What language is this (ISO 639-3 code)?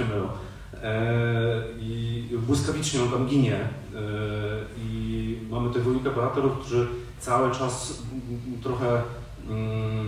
pol